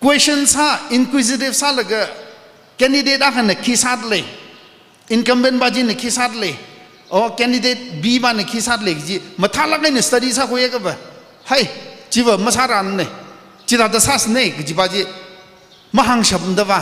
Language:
Tangkhul Naga (India)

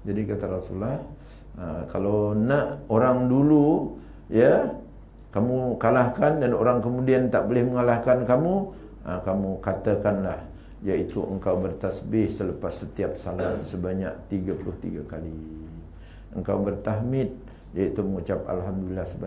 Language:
Malay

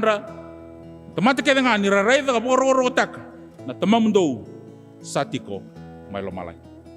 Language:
Fijian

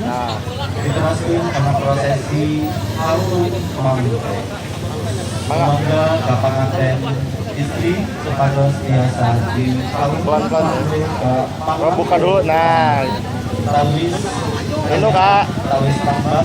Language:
Sundanese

